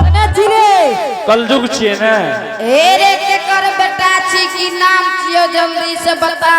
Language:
Angika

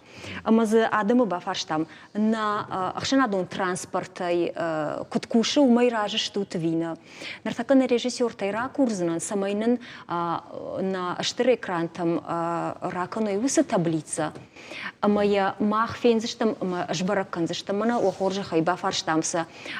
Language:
Ossetic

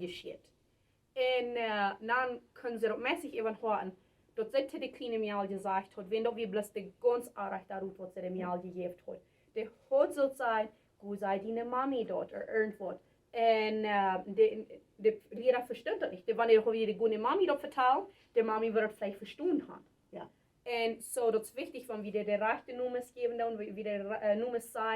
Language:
Plautdietsch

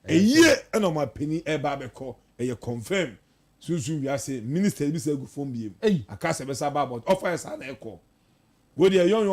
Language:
Akan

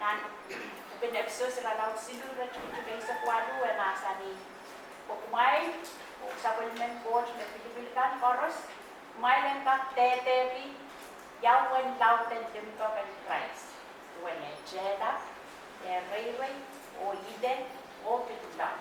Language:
Pohnpeian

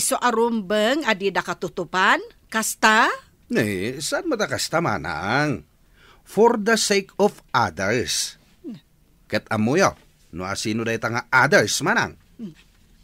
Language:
Iloko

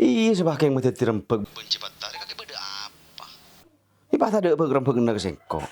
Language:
Madurese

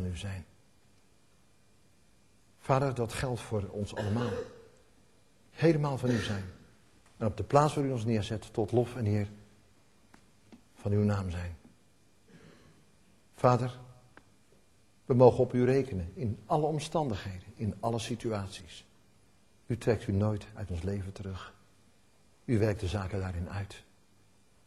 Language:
Dutch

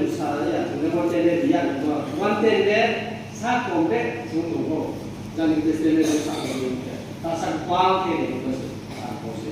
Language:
Riang (India)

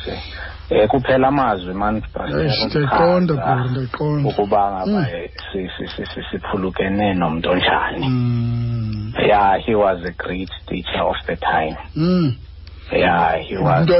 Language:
Xhosa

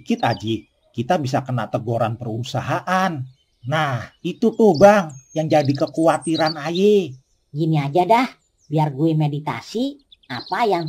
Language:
Betawi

